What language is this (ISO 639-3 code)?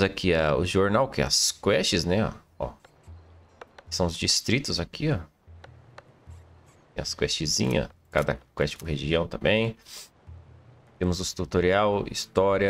por